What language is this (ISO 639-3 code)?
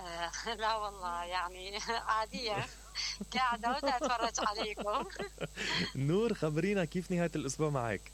acm